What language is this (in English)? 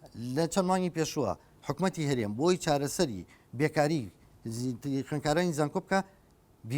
Central Kurdish